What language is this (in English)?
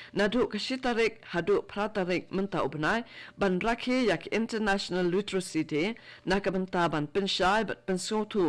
Khasi